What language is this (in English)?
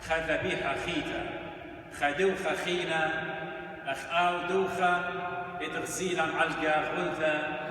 Assyrian Neo-Aramaic